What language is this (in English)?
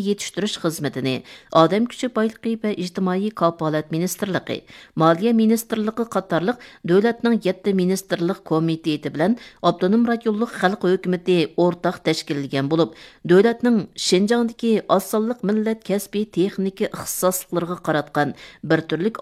Uyghur